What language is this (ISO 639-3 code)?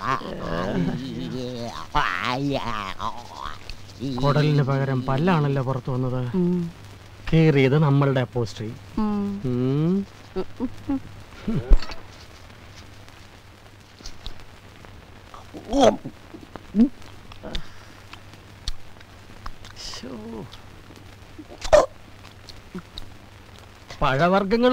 mal